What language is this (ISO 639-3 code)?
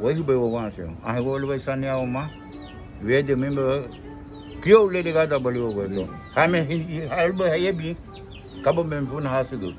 cab